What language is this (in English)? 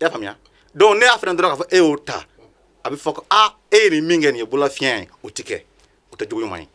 Bambara